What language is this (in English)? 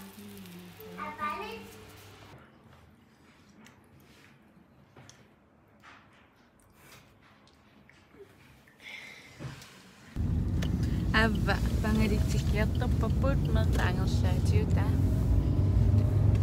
Kalaallisut